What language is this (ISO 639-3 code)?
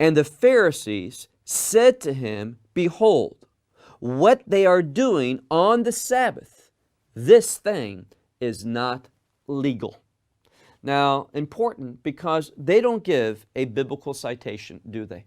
eng